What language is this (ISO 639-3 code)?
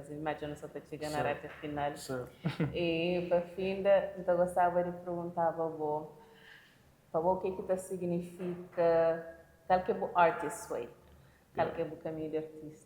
kea